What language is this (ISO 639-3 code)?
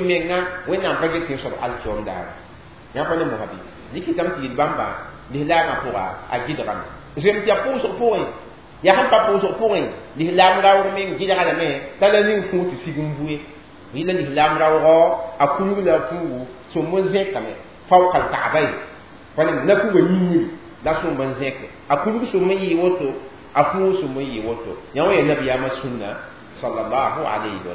mos